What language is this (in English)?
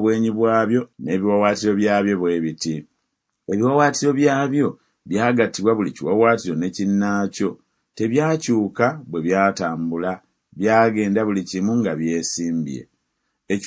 Ganda